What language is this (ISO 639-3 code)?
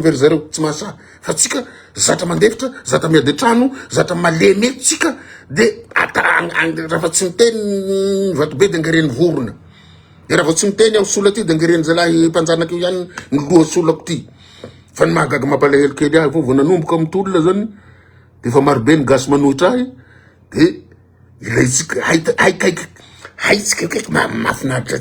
mlg